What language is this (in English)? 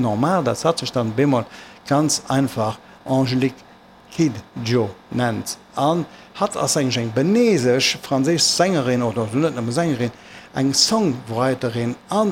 Luxembourgish